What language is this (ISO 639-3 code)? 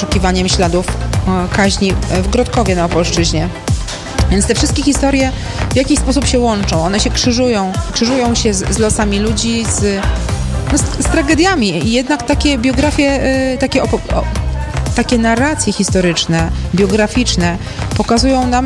pol